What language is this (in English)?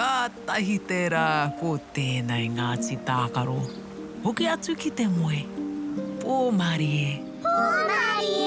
Māori